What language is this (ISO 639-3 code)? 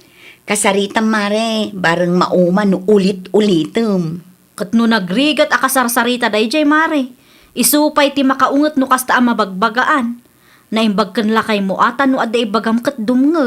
ilo